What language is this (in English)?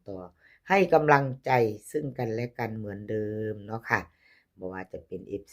Lao